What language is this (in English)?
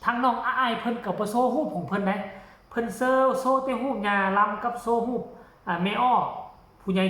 Northeastern Thai